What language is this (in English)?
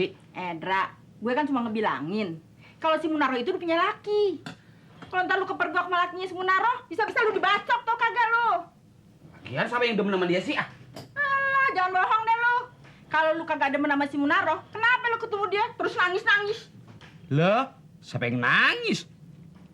Betawi